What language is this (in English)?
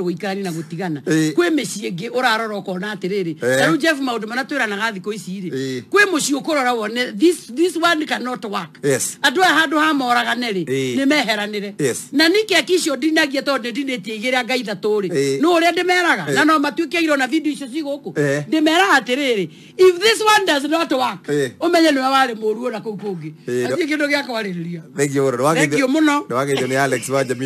Kikuyu